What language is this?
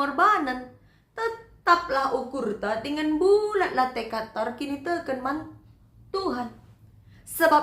Batak Karo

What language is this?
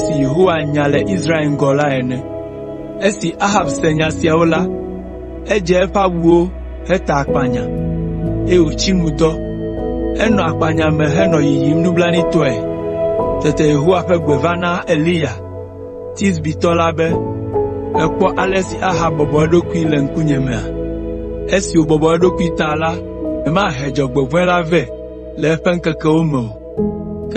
Ewe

